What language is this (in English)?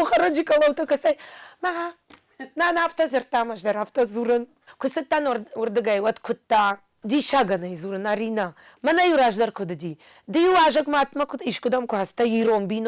Ossetic